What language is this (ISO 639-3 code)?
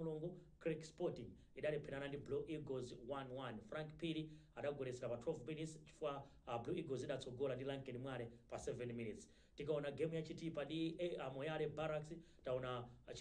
nya